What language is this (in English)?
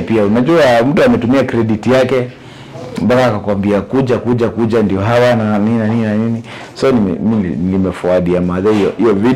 Swahili